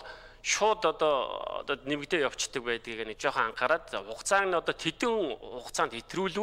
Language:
Mongolian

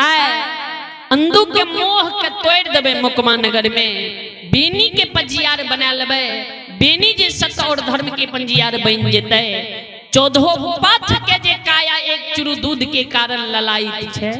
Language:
Maithili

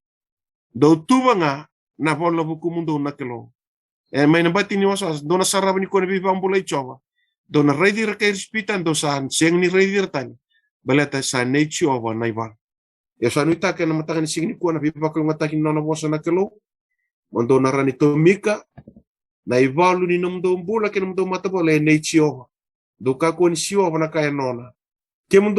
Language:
Fijian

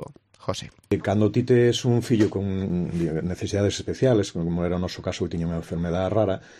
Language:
Galician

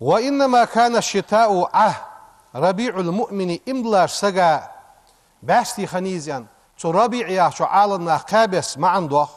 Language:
Ingush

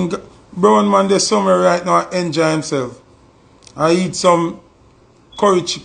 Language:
Jamaican Creole English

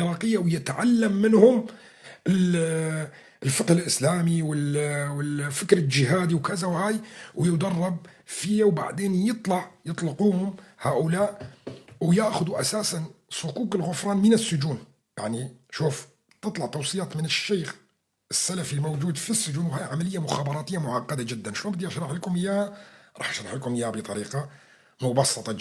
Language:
North Levantine Arabic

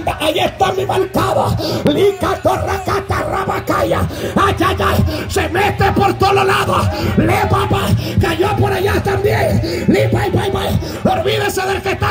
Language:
Spanish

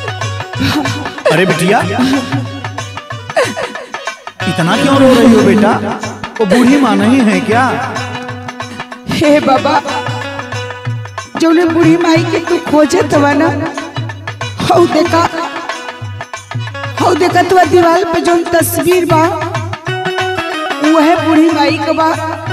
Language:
Bhojpuri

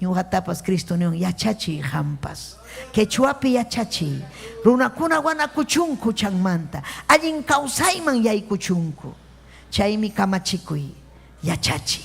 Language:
Ayacucho Quechua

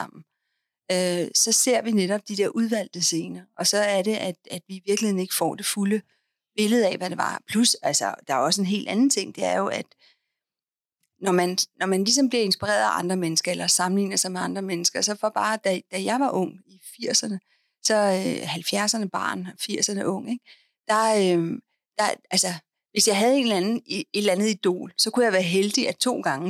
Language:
Danish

